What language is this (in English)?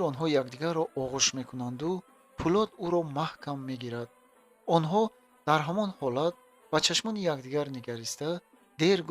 Tajik